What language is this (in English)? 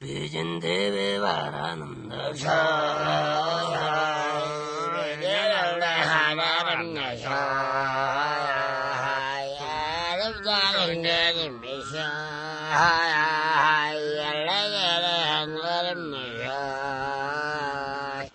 Tuvinian